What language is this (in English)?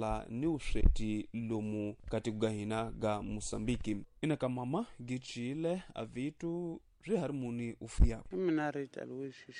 Tsonga